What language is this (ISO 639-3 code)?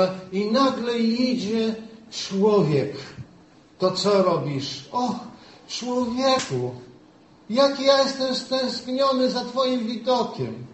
pol